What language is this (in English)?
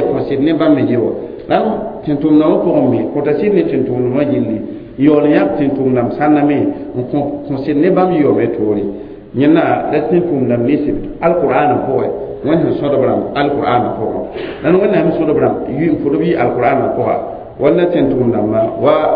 Mossi